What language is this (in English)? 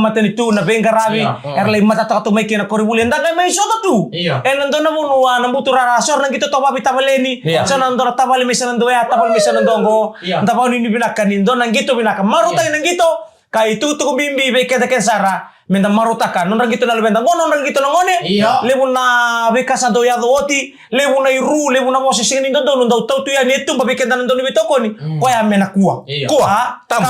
Fijian